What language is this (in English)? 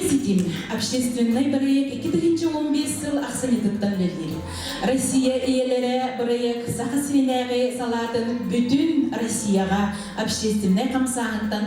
Yakut